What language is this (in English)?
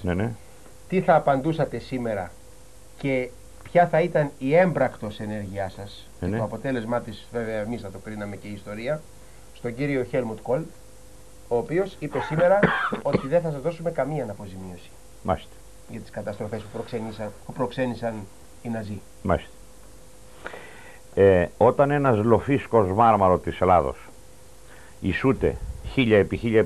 Greek